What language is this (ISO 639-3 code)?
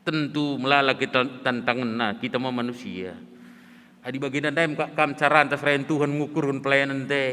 btx